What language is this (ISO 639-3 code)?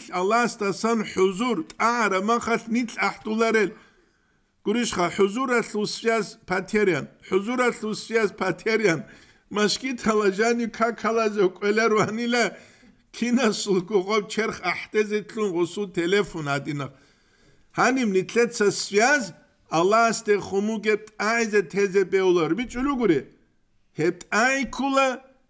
ava